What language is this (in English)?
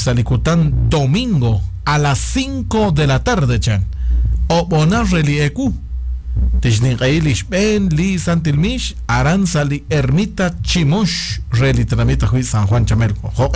Kekchí